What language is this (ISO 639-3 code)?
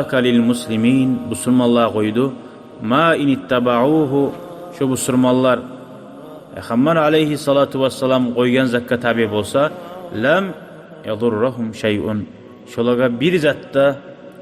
kum